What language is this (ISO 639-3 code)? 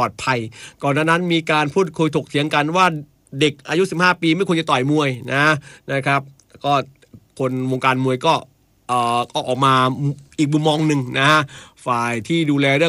tha